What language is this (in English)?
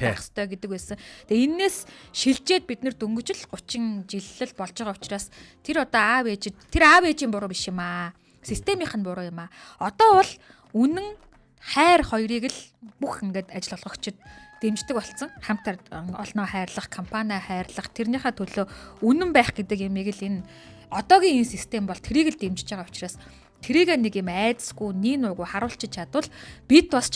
Mongolian